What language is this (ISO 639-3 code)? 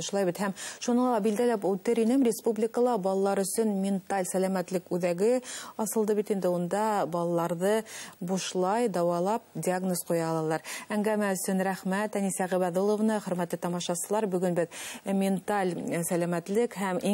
bak